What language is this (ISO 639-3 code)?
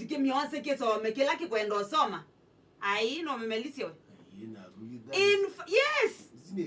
kam